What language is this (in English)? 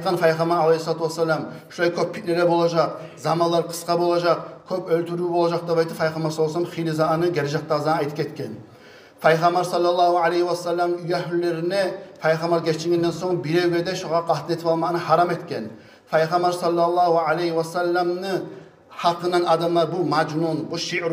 Kumyk